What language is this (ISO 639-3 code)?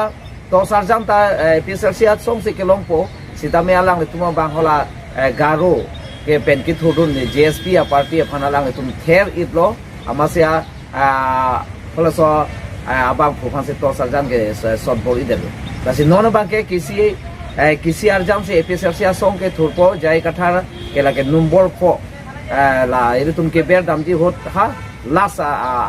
mjw